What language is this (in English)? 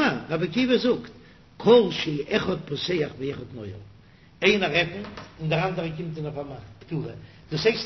Yiddish